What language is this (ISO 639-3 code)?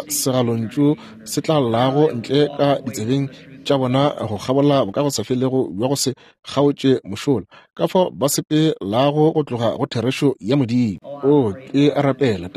nso